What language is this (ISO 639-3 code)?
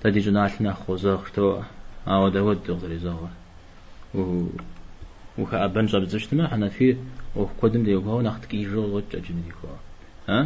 kbd